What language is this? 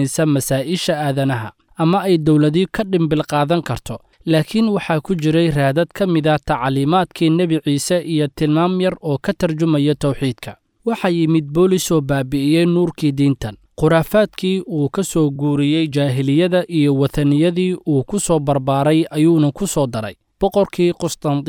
Somali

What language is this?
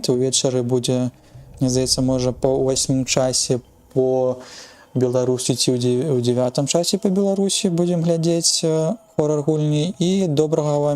Belarusian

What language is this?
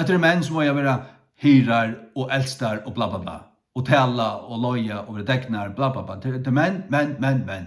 Faroese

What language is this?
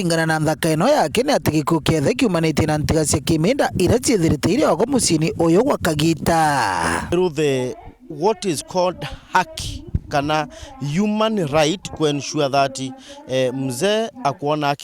Meru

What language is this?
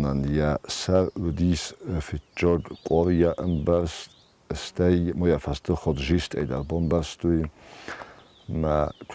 Ossetic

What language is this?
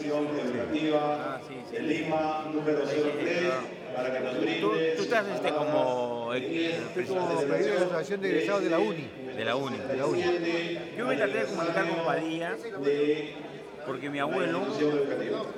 Spanish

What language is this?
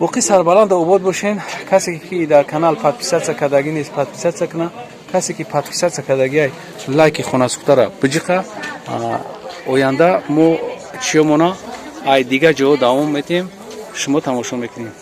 Tajik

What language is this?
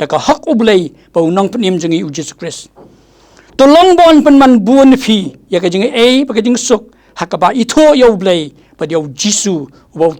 Khasi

